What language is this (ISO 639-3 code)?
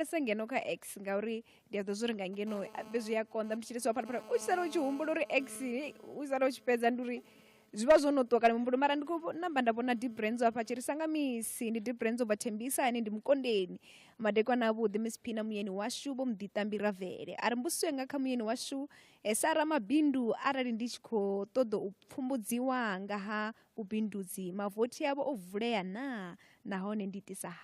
ven